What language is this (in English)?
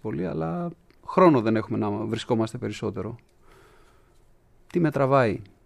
Greek